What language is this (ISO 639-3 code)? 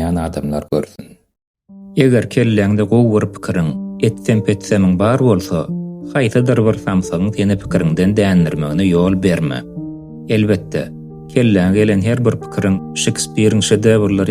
tuk